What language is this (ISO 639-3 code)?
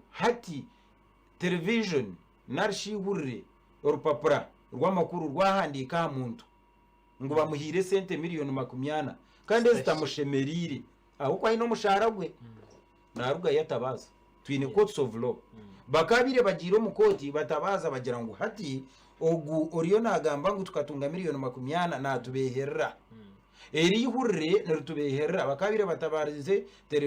nyn